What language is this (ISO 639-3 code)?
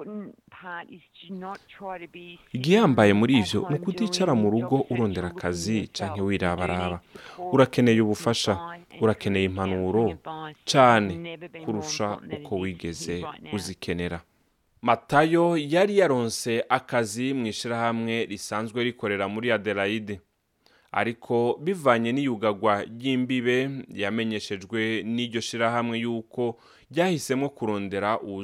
run